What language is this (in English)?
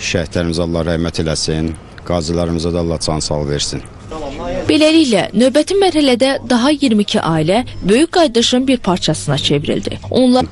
Azerbaijani